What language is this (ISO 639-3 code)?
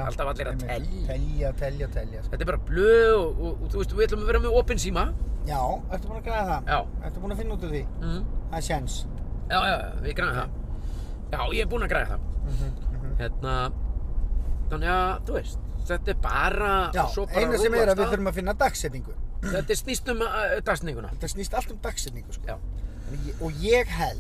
isl